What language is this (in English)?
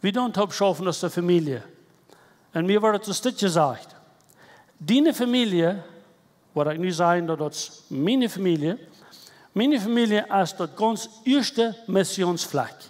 Plautdietsch